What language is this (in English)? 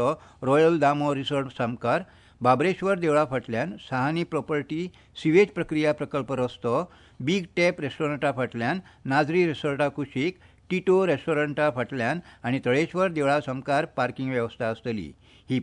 Konkani